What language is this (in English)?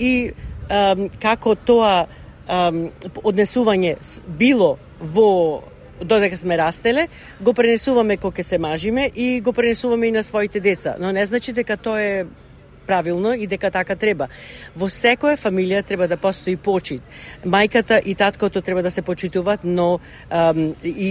Macedonian